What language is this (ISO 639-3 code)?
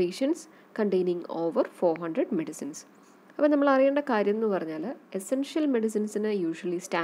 mal